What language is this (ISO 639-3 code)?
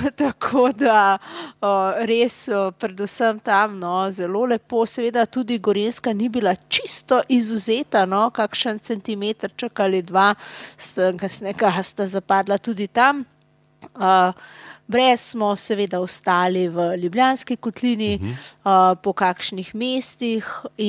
slv